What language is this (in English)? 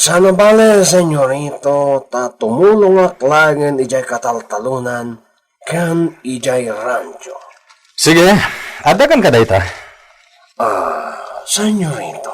Iloko